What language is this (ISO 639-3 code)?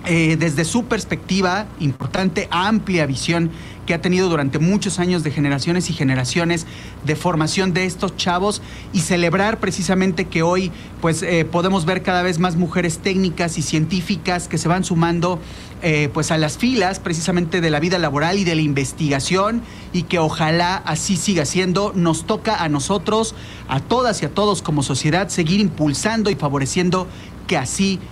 spa